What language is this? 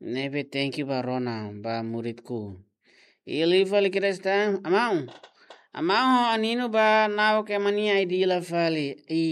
Tetum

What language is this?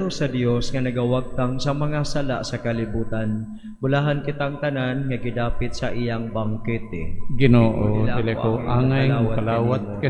Cebuano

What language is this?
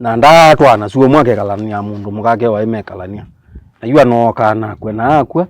Kamba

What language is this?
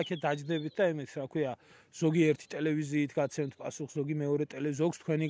Georgian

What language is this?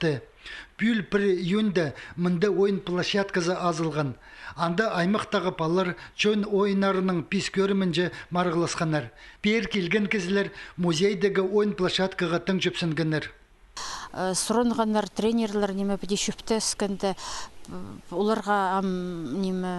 Khakas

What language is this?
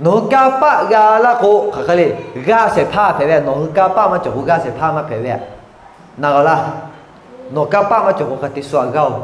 Lahu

